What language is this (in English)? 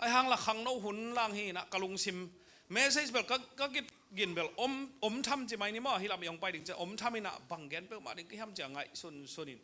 Tedim Chin